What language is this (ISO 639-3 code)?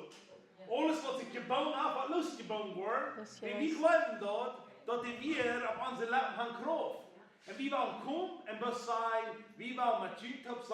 pdt